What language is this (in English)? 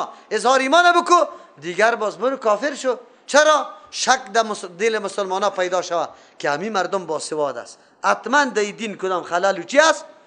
Persian